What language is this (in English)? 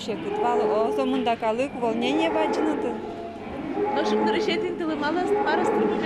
Udmurt